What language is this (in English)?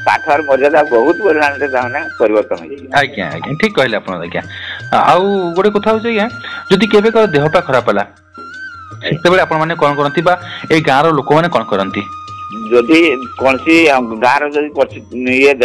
Odia